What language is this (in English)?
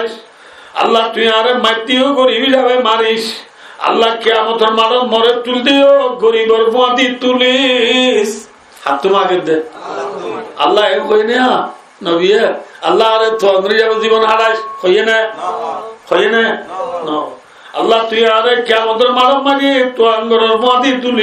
Rohingya